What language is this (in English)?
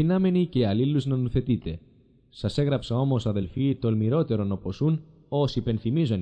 Greek